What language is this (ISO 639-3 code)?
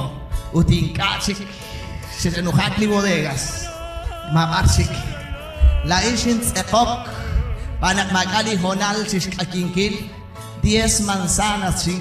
kek